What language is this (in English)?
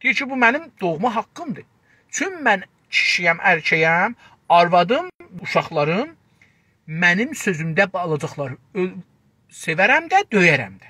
South Azerbaijani